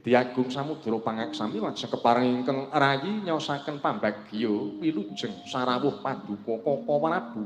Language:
Javanese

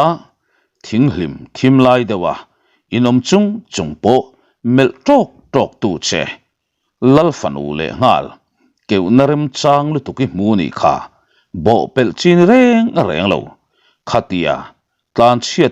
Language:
Mizo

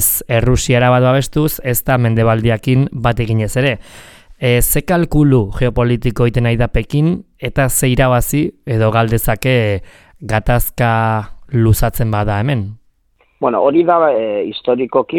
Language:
Basque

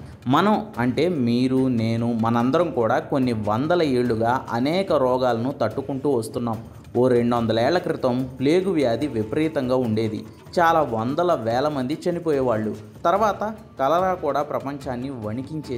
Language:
Telugu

